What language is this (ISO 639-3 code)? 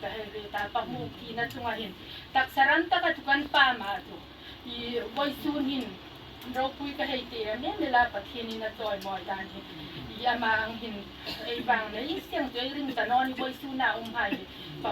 hmr